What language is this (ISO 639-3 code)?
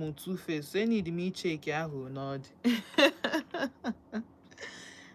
ibo